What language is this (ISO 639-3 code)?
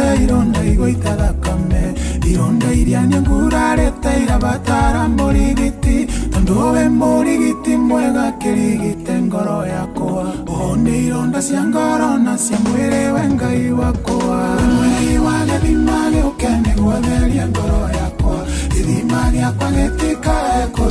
kik